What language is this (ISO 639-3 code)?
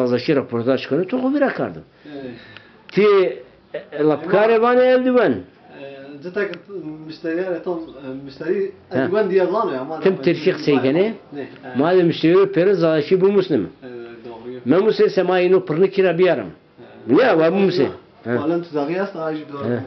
zza